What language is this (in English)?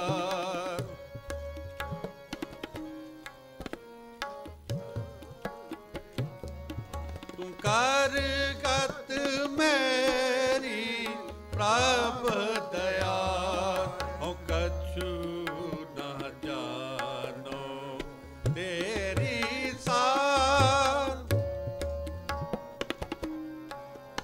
Punjabi